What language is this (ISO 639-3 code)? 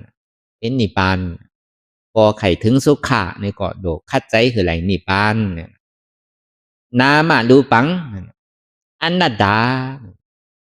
shn